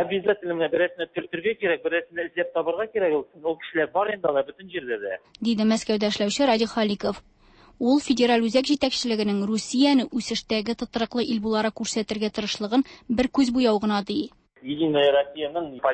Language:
Tatar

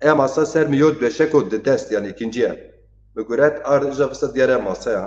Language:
Zaza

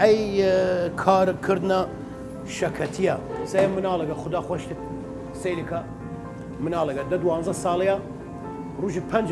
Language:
Southern Kurdish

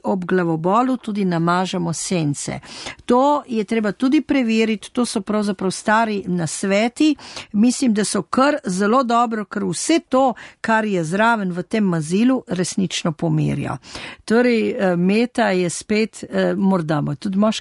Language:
Slovenian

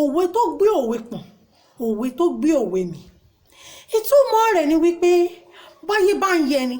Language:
Yoruba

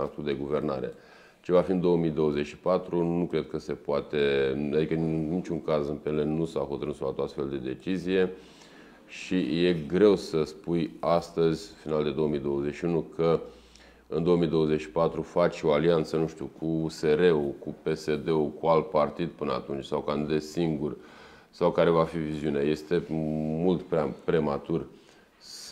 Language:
Romanian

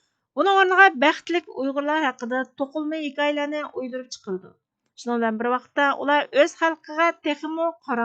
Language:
Uyghur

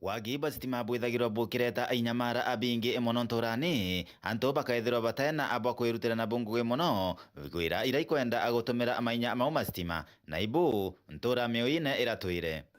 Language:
Meru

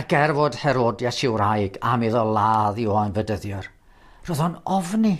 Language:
Welsh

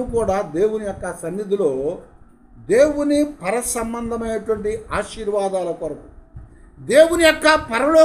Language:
Telugu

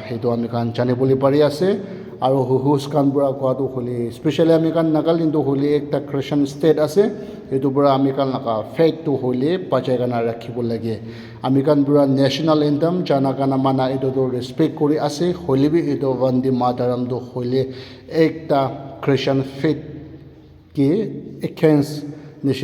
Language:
Naga Pidgin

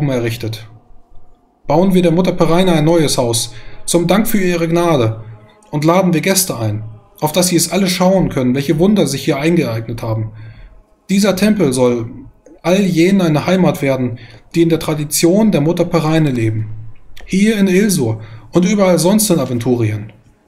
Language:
German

